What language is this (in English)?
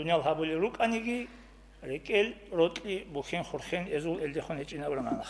Avaric